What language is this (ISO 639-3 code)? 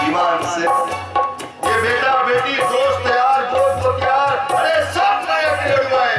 hne